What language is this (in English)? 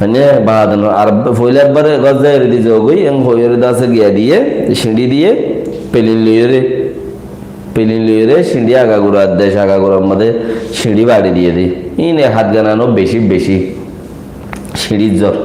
Rohingya